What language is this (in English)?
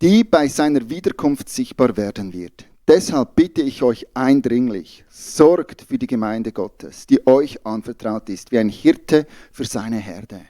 Swiss German